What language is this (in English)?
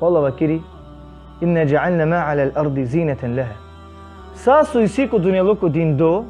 Balkan Romani